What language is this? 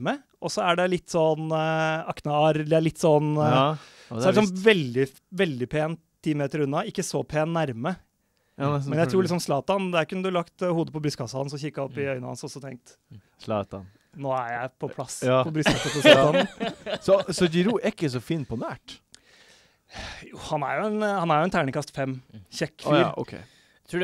Norwegian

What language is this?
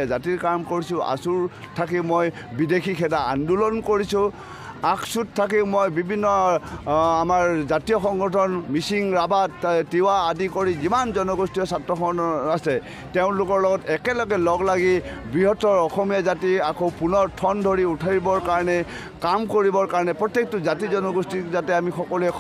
Assamese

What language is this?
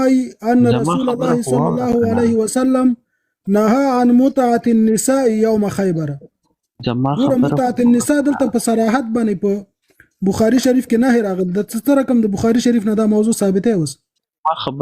Pashto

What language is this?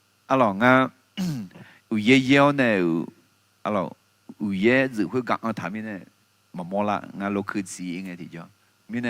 Akha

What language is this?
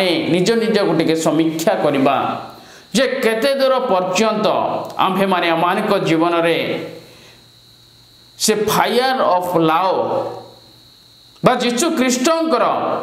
Odia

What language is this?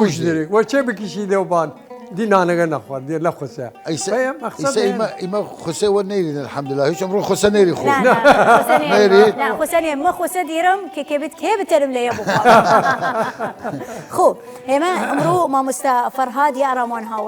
Southern Kurdish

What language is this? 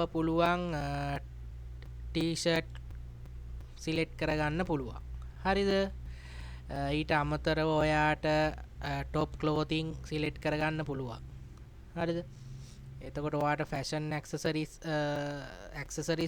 Sinhala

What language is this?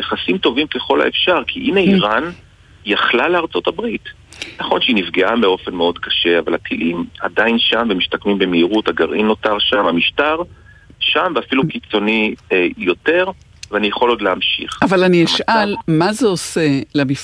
Hebrew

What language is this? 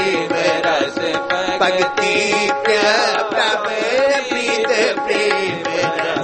Punjabi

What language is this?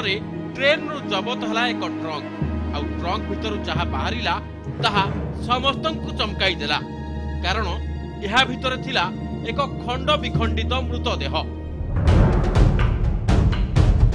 Odia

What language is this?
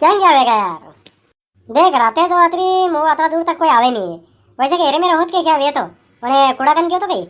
Rajasthani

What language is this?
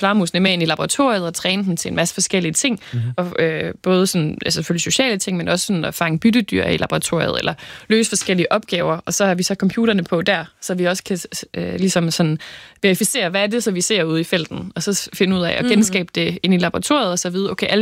Danish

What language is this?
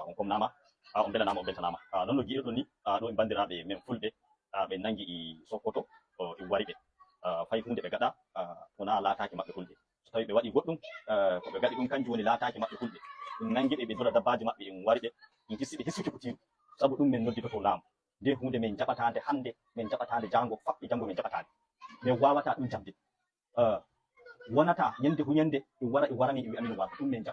Fula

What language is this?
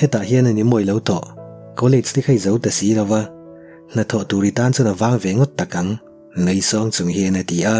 Mizo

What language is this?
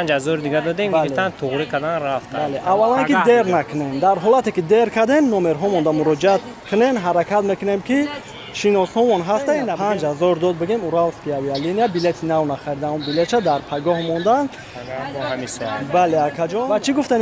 Tajik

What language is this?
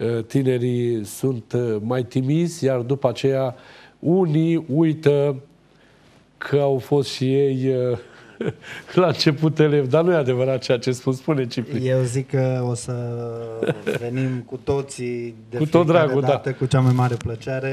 Romanian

